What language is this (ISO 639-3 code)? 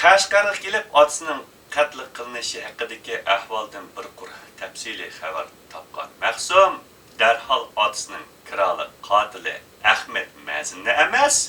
uig